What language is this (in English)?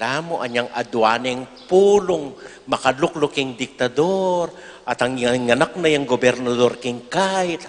Pampanga